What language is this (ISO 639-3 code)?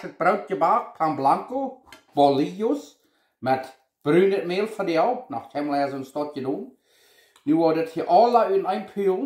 pdt